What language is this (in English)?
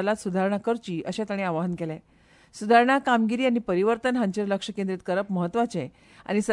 Konkani